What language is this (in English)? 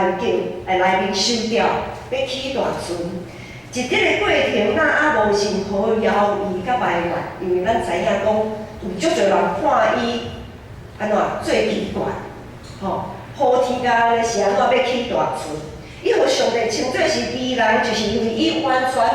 Min Nan Chinese